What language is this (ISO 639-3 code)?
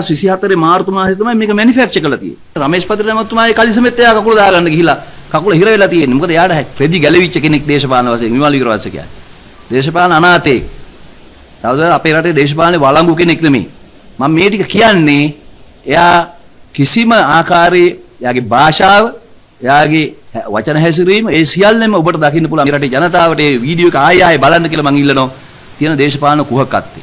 sin